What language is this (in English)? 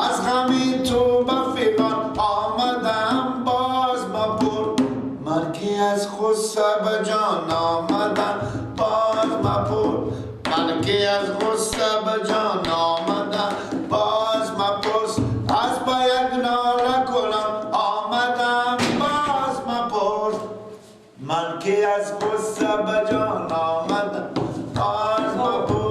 Persian